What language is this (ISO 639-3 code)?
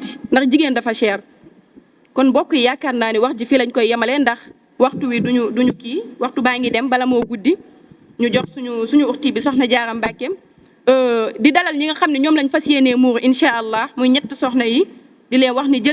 wol